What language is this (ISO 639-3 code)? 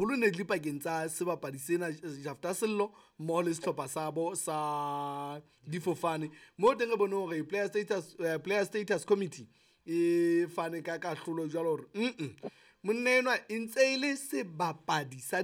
sot